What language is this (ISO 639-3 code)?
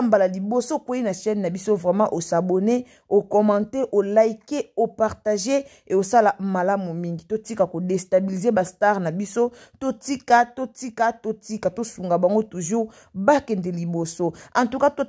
lin